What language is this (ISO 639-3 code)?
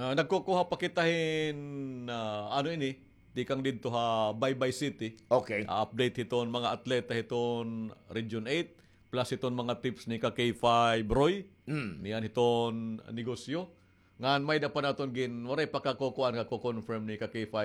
war